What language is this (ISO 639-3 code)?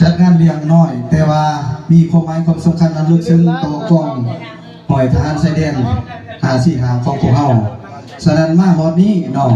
lao